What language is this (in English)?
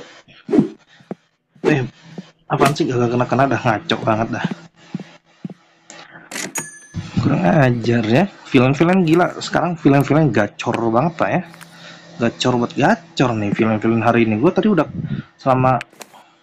Indonesian